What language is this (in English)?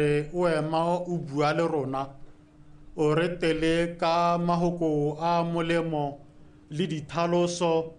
Tswana